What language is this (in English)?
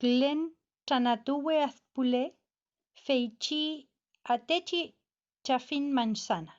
Mapuche